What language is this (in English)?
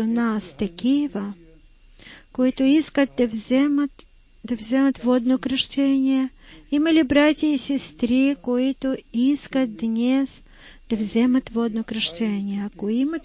Bulgarian